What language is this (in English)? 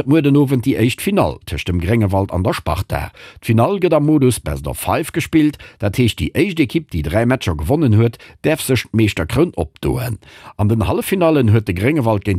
Luxembourgish